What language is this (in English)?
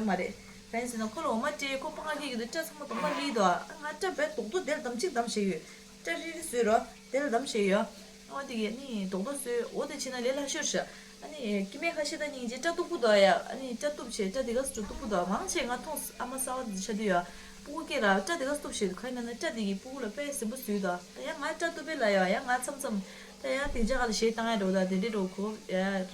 Tibetan